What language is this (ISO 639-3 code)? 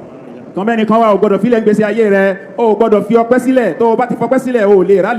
yor